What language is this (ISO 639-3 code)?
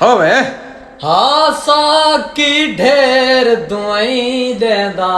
skr